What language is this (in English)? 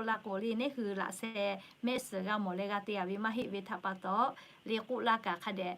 Lahu